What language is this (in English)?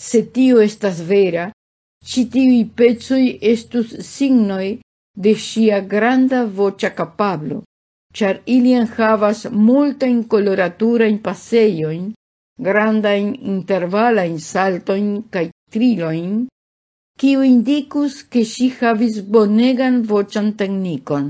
Esperanto